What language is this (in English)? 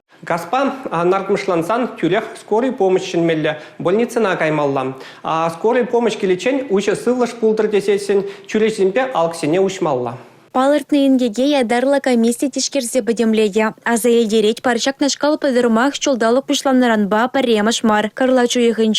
Chuvash